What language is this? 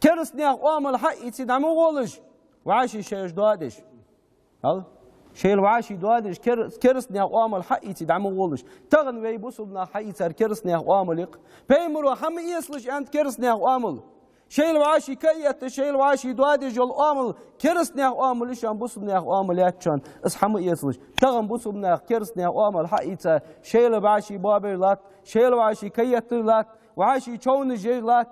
Ingush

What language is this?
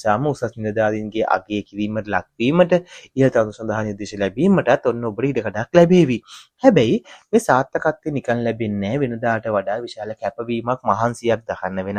Sinhala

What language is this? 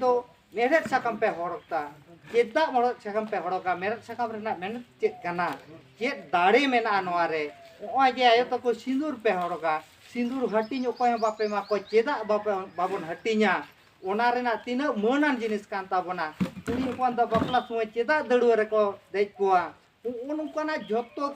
Santali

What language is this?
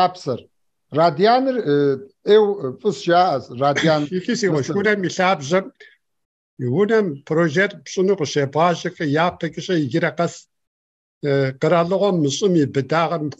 Kabardian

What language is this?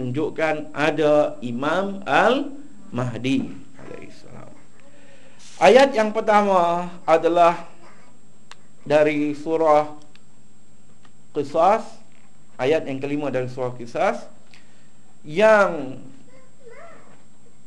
Malay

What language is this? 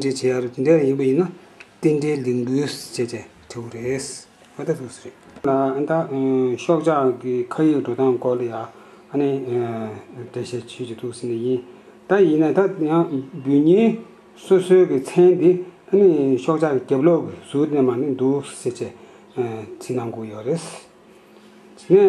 Tibetan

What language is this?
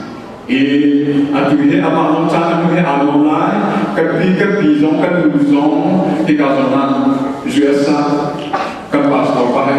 Hakha Chin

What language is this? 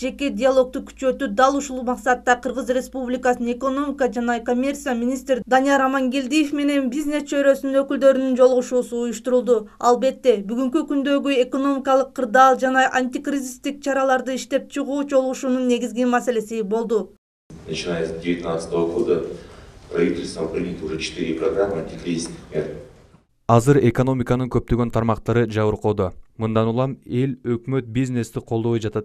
Kyrgyz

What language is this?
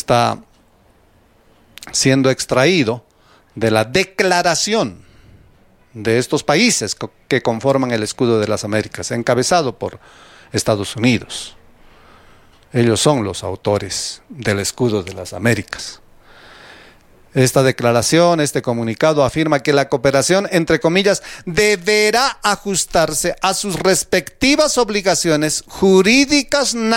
Spanish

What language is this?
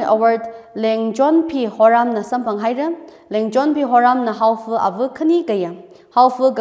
Tangkhul Naga (India)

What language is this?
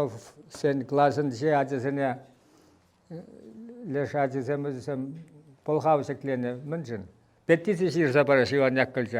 Chuvash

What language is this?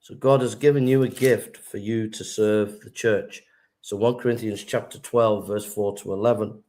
English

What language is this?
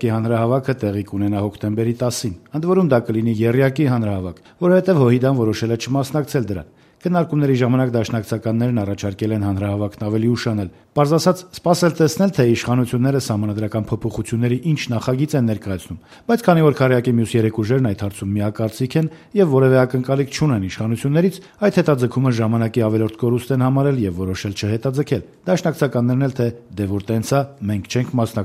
Armenian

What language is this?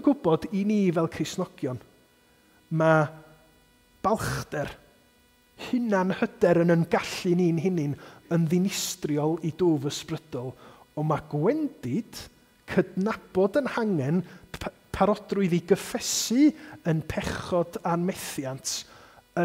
Welsh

